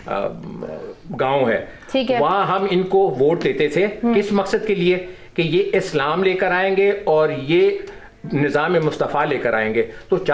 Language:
Urdu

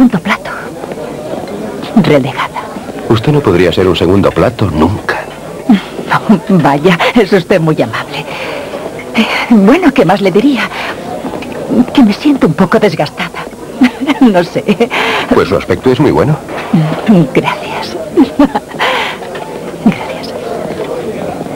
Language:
Spanish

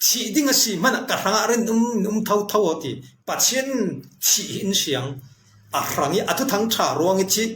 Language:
Falam Chin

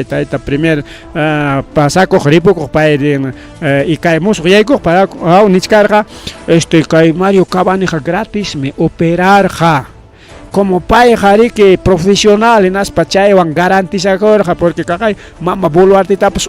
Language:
Ayacucho Quechua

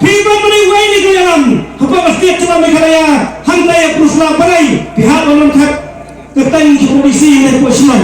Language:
Khasi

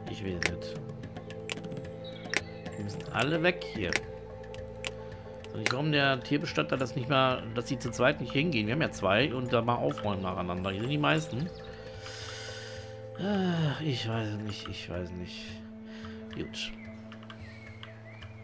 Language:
German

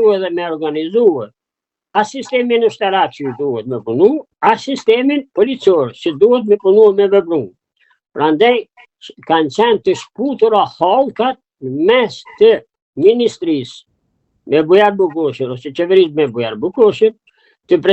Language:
Albanian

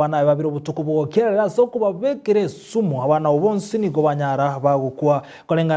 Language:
Gusii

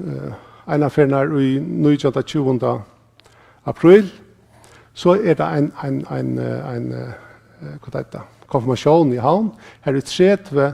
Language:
Faroese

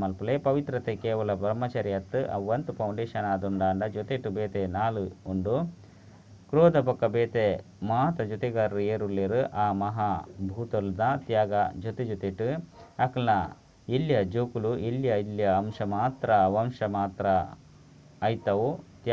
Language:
Tulu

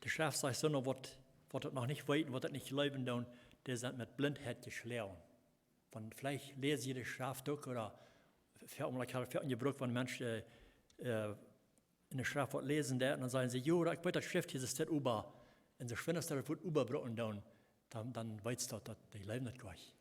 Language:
Plautdietsch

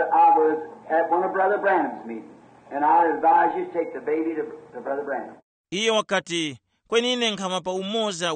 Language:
Tumbuka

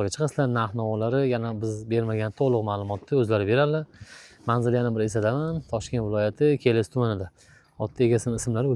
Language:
Uzbek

